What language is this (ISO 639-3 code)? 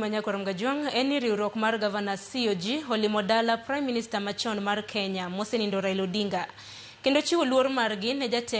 luo